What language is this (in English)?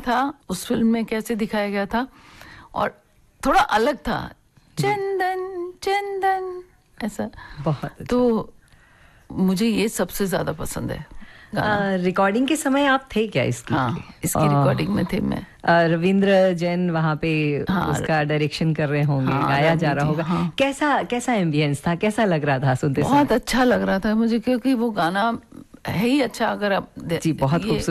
Hindi